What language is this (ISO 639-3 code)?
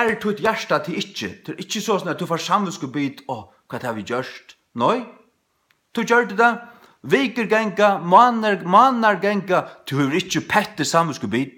fao